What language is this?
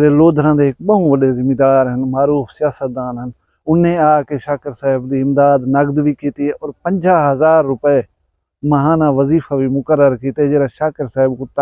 Saraiki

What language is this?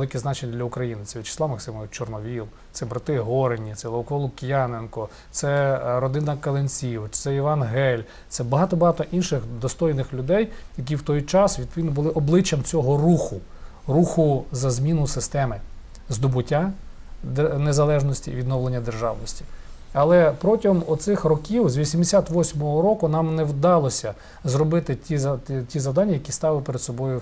Ukrainian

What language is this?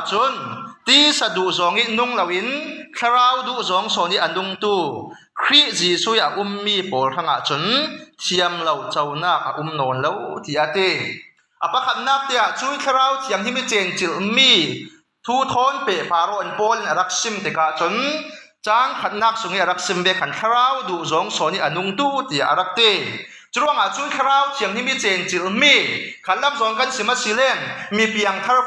Falam Chin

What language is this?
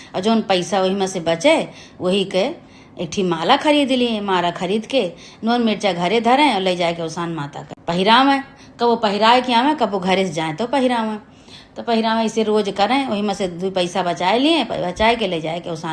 Awadhi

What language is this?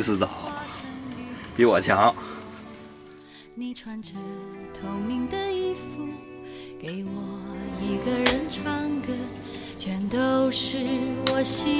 Chinese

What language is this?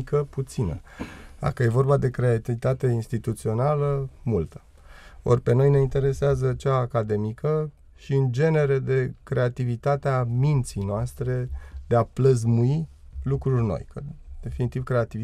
Romanian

